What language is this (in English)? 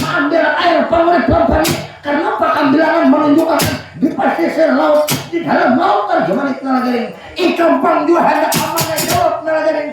Banjar